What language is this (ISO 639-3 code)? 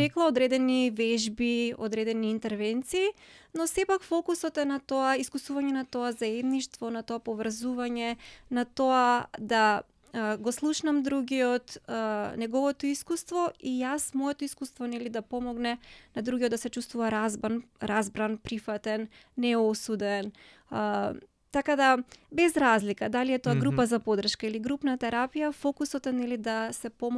mkd